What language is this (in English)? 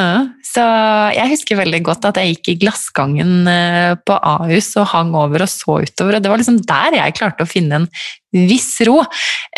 Norwegian